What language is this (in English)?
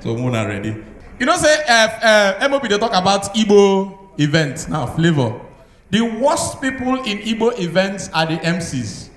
Nigerian Pidgin